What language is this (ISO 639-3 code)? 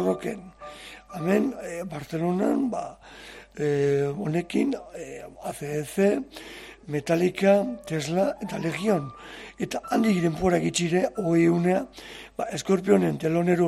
eus